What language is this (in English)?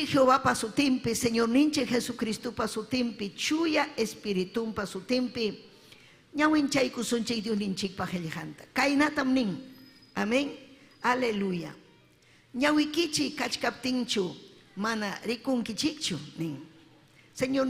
Ayacucho Quechua